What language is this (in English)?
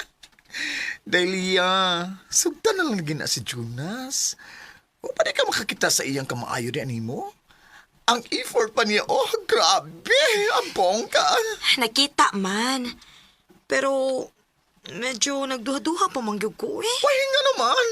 Cebuano